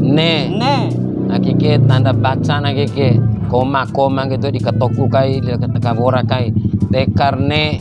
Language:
Bima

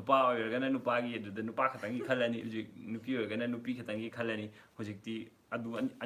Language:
Manipuri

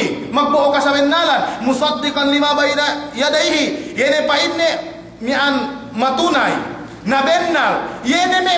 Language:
Yakan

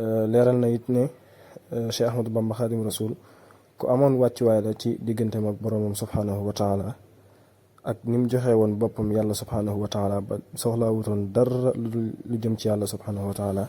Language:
Wolof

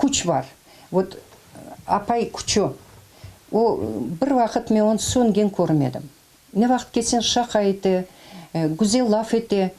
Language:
Crimean Tatar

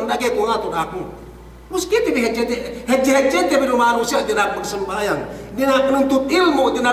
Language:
Yakan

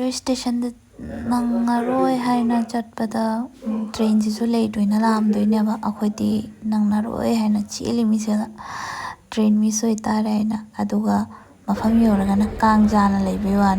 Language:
Manipuri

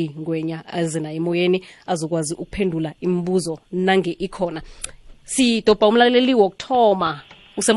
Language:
South Ndebele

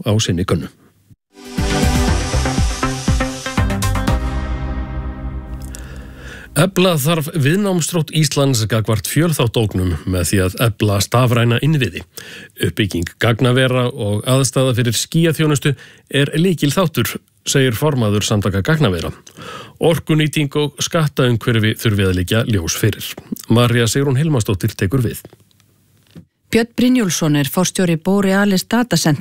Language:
Icelandic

